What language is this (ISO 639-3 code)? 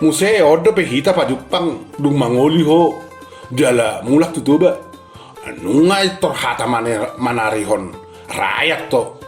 bbc